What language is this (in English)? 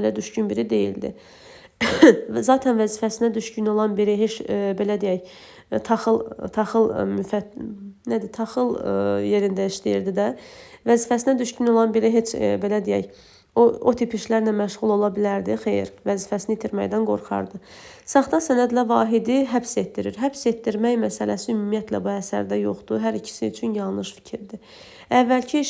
Azerbaijani